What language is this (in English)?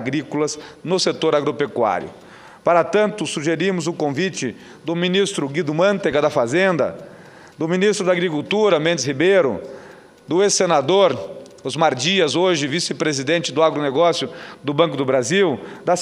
Portuguese